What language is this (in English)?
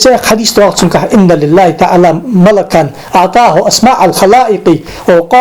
Ingush